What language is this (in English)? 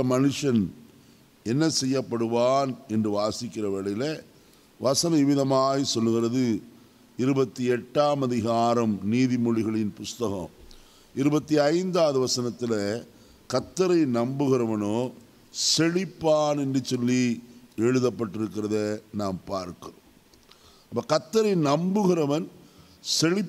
Tamil